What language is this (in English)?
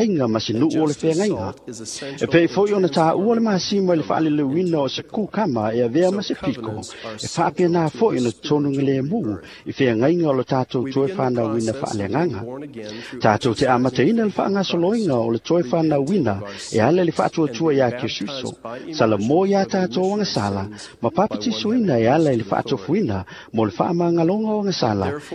Samoan